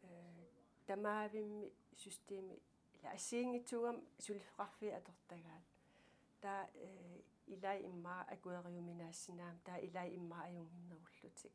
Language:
Kalaallisut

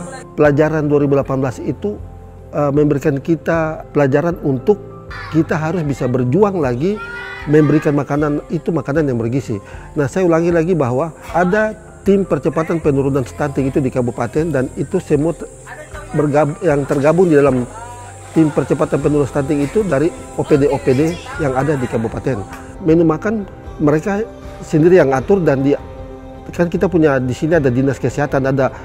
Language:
Indonesian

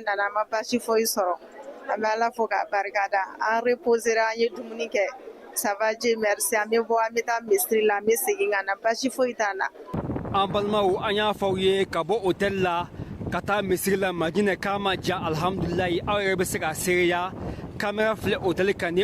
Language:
Bambara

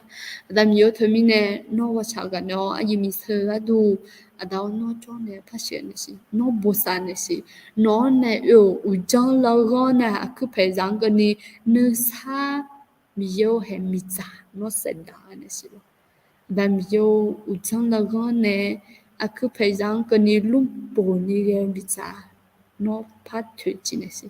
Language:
Akha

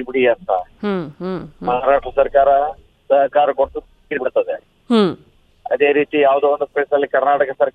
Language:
Kannada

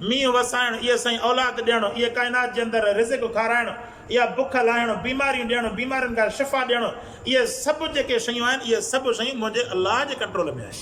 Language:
Sindhi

